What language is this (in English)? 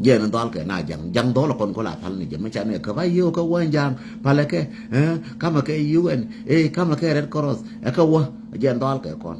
Nuer